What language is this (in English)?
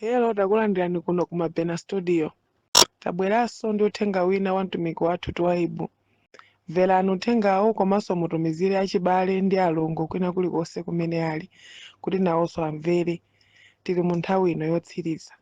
Nyanja